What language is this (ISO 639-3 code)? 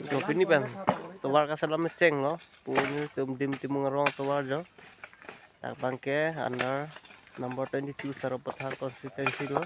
mjw